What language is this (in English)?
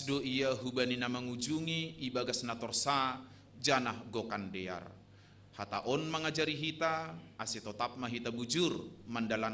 Batak Simalungun